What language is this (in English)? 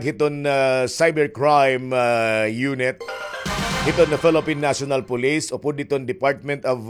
Waray